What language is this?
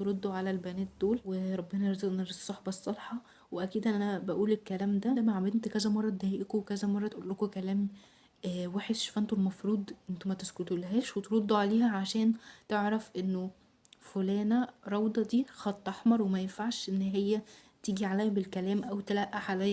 Egyptian Arabic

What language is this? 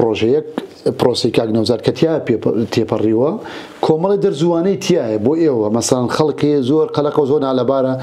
Central Kurdish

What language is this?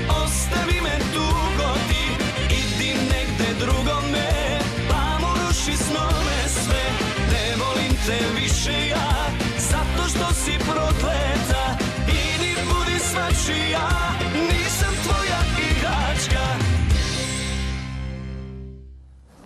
Serbian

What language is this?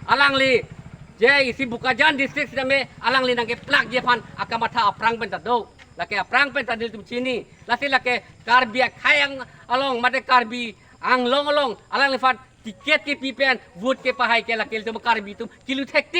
Karbi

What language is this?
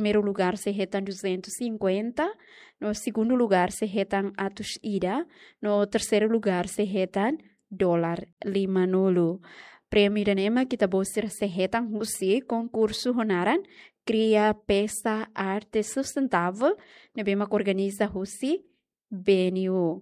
Tetum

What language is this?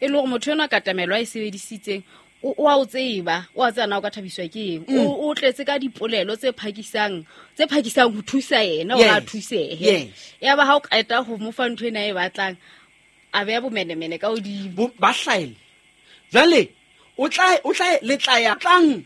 Southern Sotho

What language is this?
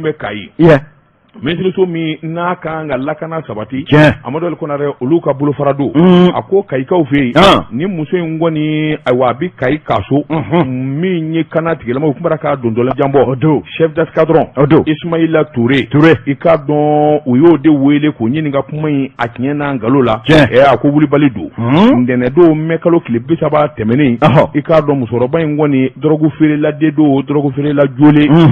Bambara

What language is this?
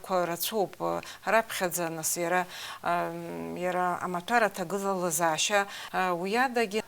Abkhazian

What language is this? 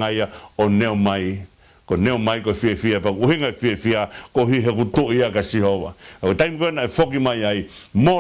Tongan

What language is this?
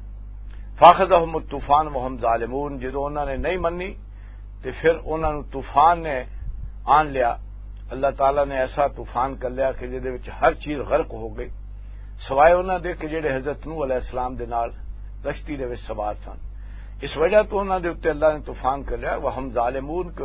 Western Panjabi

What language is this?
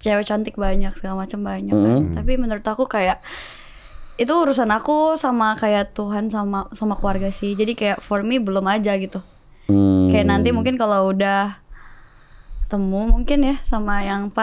Indonesian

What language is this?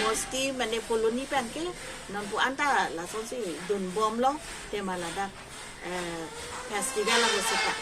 Karbi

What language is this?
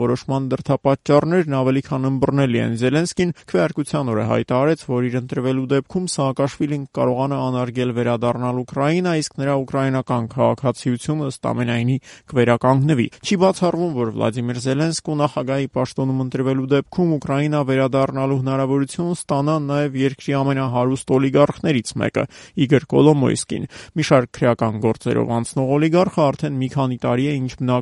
Armenian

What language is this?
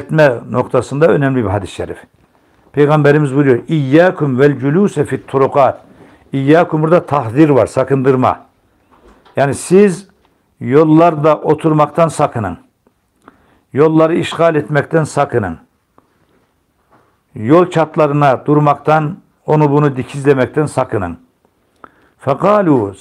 Turkish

